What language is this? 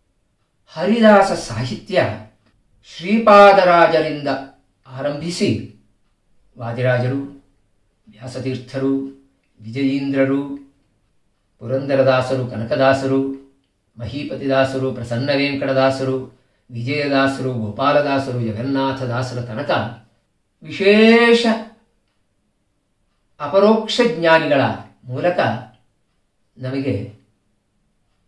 Kannada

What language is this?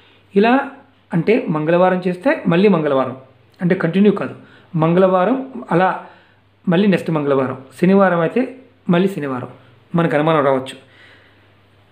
Telugu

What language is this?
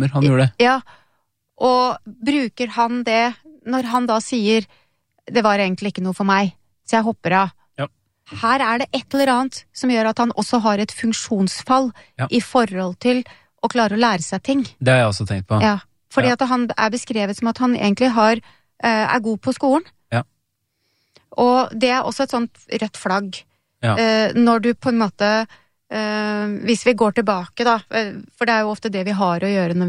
Norwegian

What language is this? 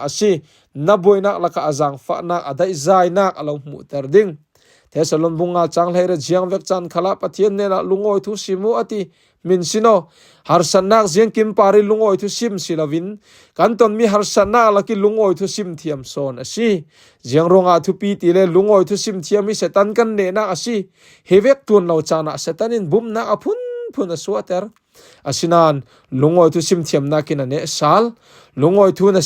Falam Chin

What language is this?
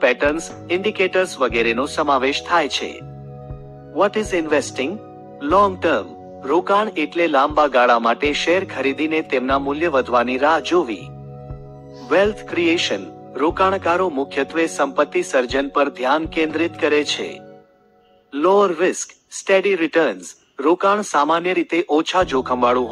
Gujarati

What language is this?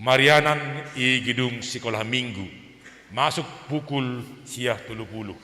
Batak Simalungun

